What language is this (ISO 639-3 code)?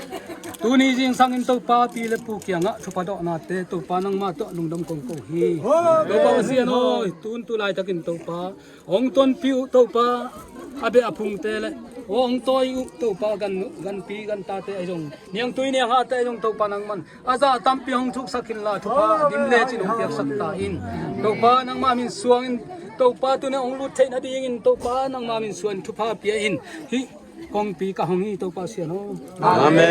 ctd